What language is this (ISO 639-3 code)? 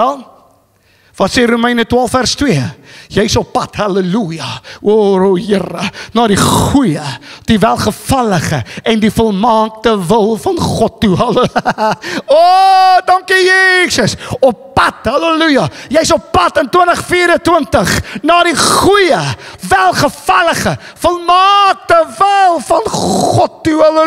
afr